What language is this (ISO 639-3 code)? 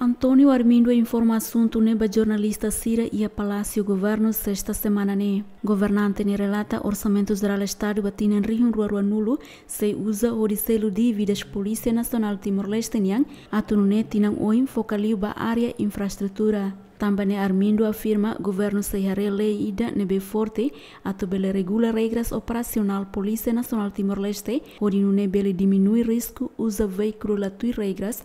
tet